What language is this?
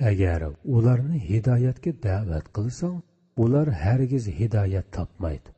Uyghur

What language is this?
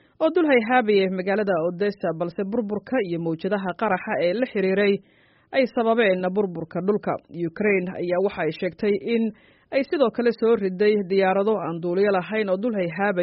Somali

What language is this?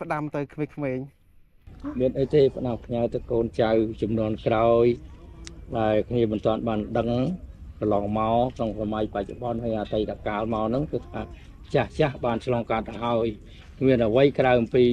Khmer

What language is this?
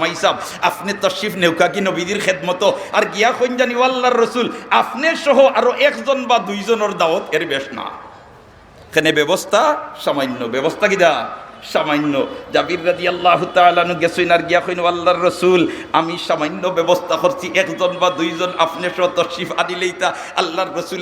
Sylheti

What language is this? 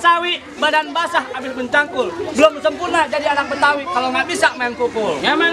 Betawi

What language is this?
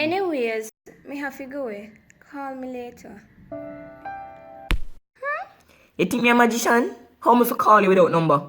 Jamaican Creole English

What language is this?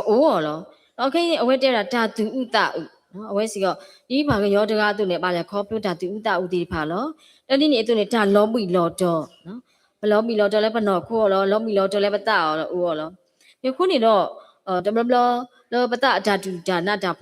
S'gaw Karen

